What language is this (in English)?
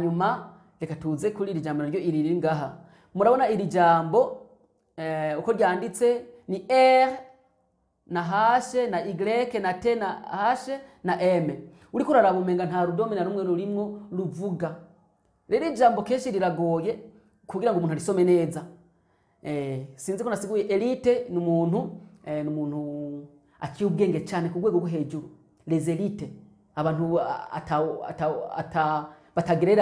Rundi